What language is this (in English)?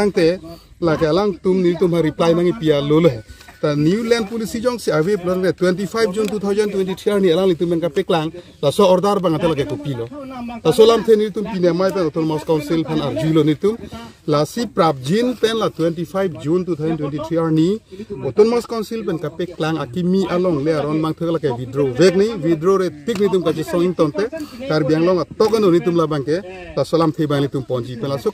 Karbi